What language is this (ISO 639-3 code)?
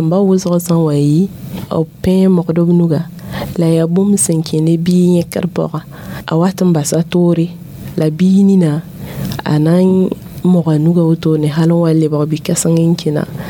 mos